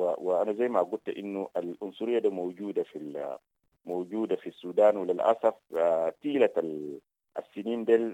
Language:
Sudanese Arabic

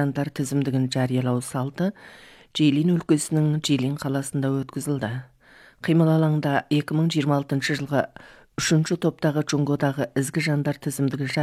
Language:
Kazakh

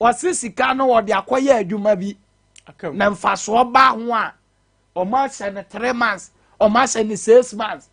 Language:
Akan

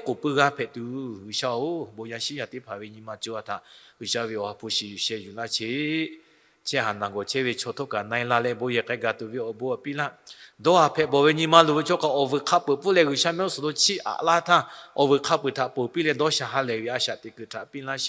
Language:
Lahu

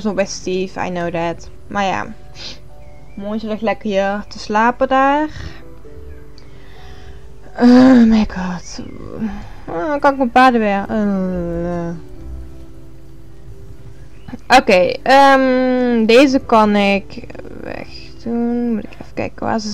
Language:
Dutch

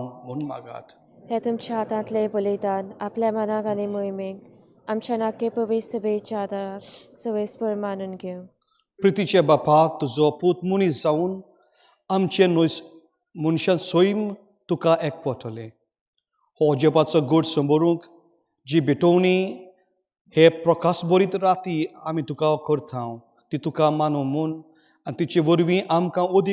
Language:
Konkani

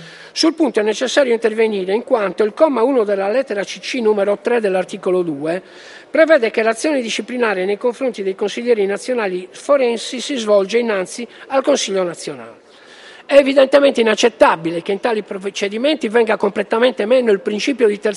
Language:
Italian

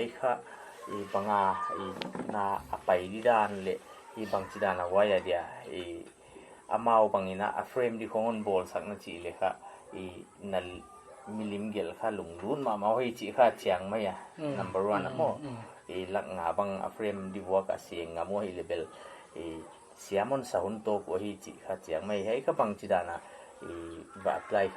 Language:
Paite Chin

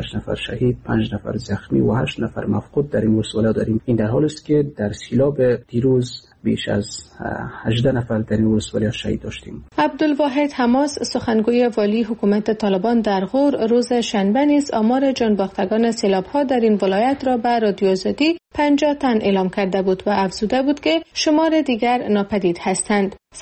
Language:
Persian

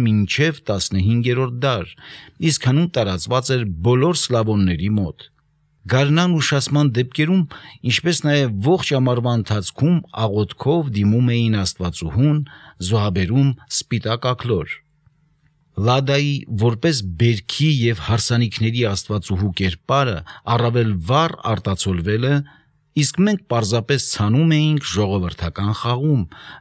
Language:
Armenian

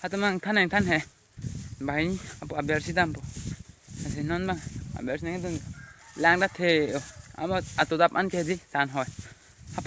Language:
Karbi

